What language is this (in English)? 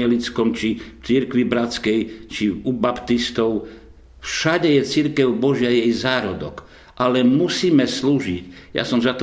Slovak